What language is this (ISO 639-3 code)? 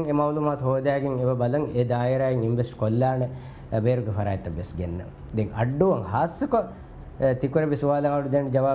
div